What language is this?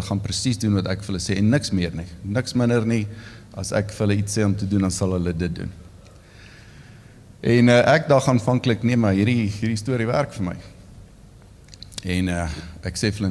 Afrikaans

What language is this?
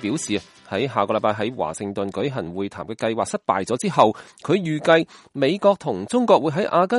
Cantonese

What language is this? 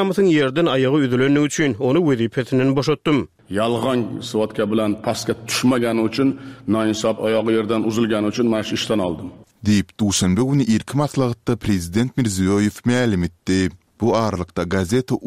Turkmen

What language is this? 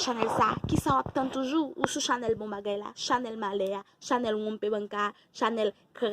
Haitian Creole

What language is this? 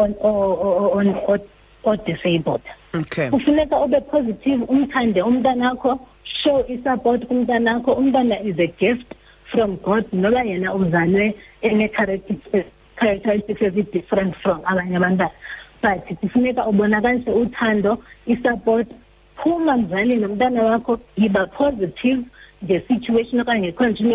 Xhosa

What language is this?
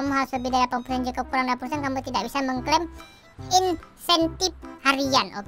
Indonesian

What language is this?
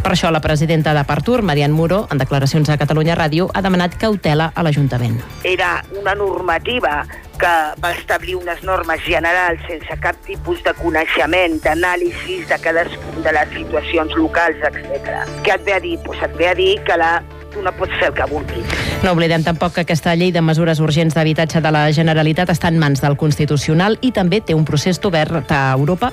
Catalan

